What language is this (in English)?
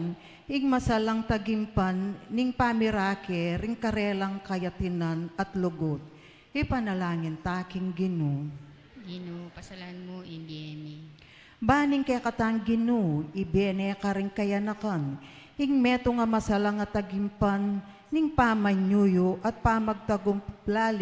Pampanga